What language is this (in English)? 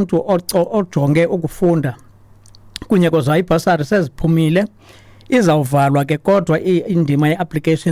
Xhosa